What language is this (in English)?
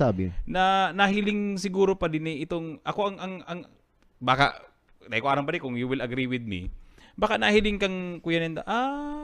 Bikol